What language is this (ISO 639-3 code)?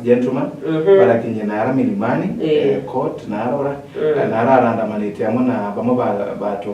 mer